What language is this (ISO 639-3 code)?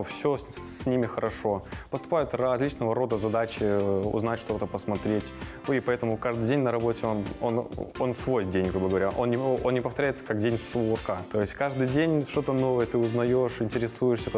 rus